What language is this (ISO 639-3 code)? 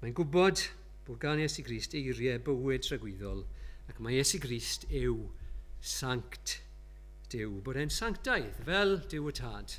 cym